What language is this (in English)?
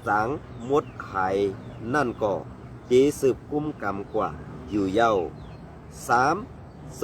Shan